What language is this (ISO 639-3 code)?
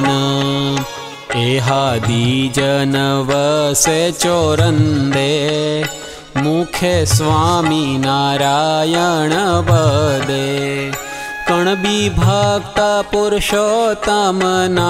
guj